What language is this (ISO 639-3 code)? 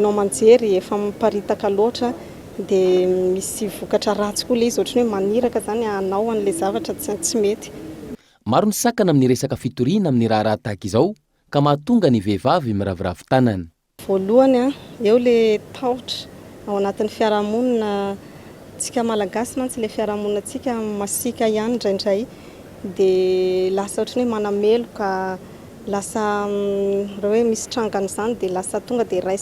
mlg